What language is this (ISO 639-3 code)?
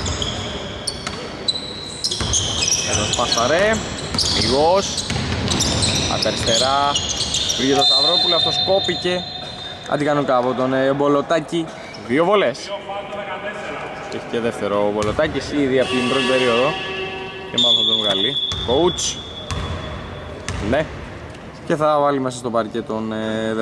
ell